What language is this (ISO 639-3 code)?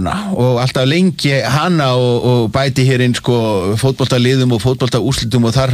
isl